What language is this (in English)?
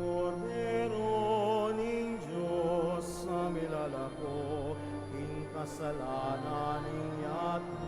Pampanga